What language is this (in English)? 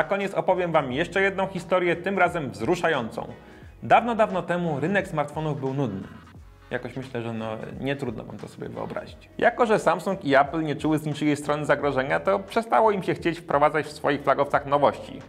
Polish